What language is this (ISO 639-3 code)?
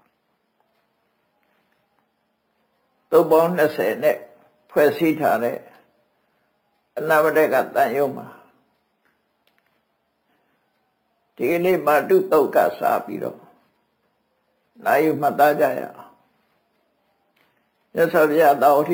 mya